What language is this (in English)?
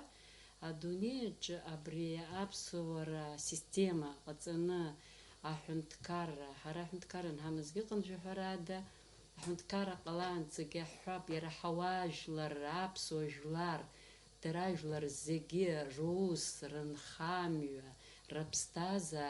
Abkhazian